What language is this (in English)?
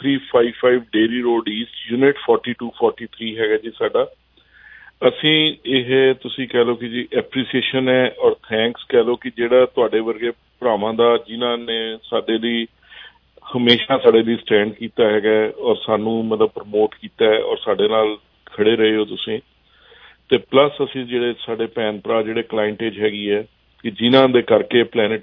Punjabi